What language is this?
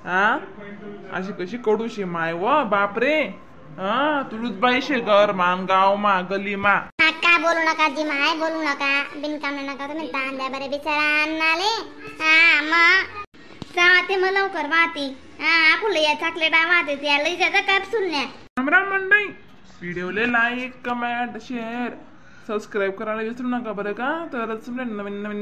Khandesi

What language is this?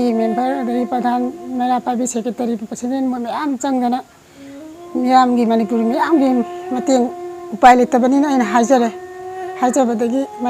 Manipuri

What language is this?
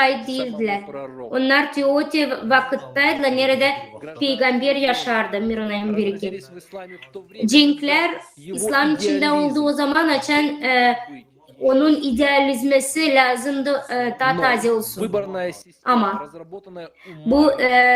Gagauz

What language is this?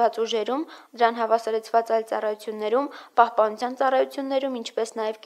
Armenian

